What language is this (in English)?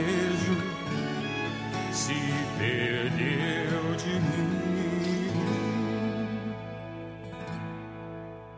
Portuguese